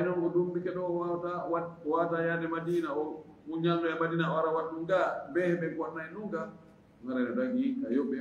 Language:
Fula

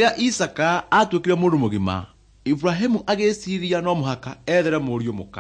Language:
Kikuyu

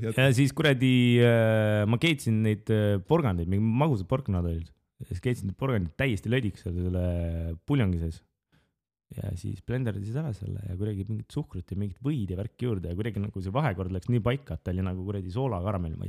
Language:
Estonian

